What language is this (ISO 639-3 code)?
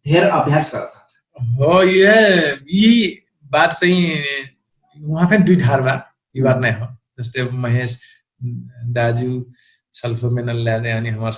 thl